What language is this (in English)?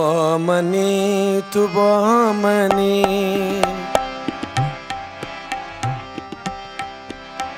Persian